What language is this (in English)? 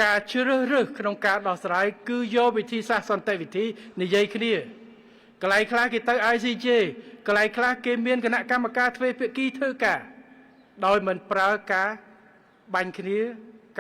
Khmer